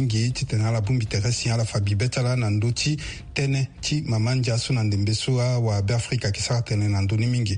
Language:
Sango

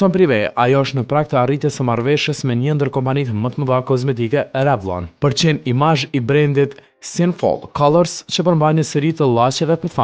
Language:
Albanian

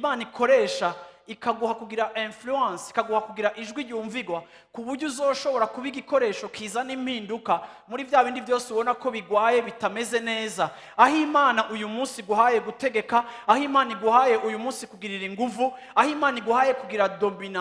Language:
Rundi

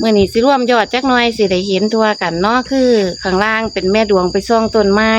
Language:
Northeastern Thai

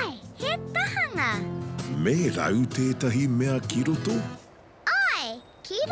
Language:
Māori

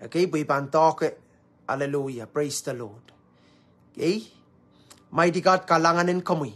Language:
Pohnpeian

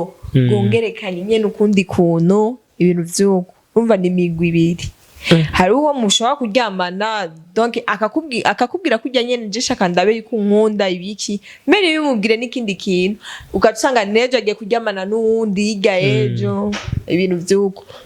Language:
Rundi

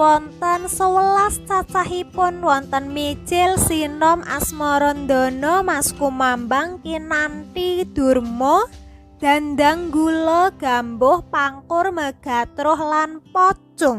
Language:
Javanese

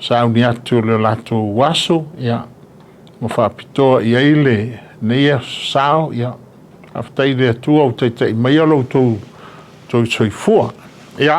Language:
Samoan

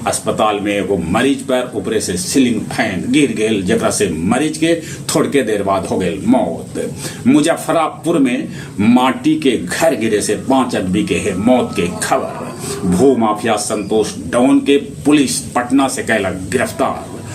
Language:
Magahi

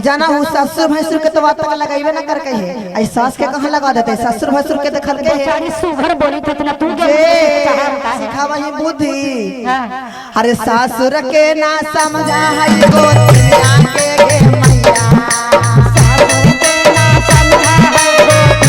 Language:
Magahi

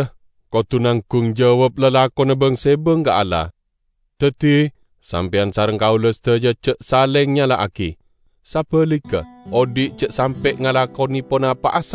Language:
Madurese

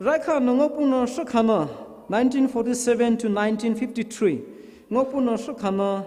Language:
Poumei Naga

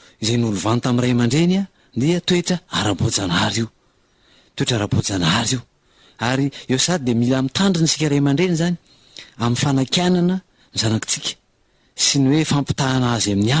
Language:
Malagasy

